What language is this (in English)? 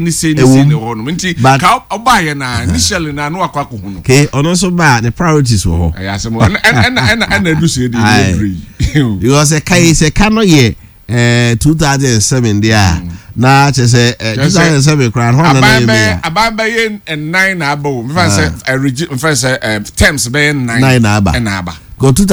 Akan